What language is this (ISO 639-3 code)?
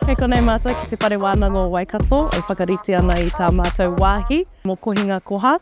mri